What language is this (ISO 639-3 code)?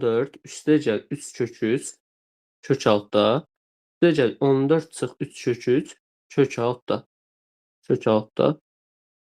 aze